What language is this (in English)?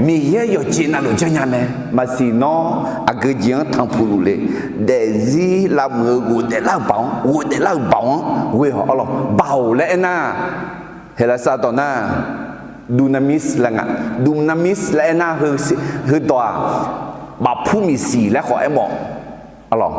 Akha